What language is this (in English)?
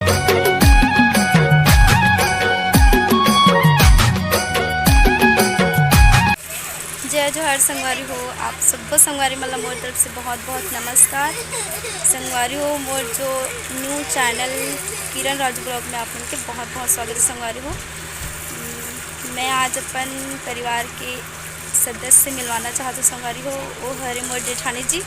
Chhattisgarhi